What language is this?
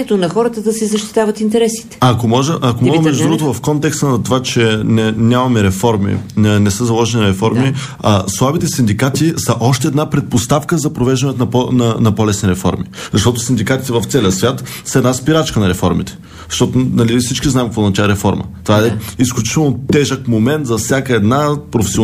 Bulgarian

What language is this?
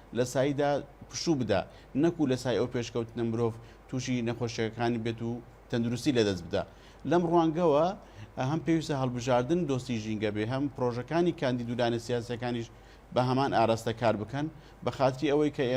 Central Kurdish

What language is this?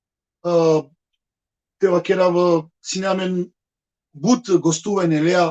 Balkan Romani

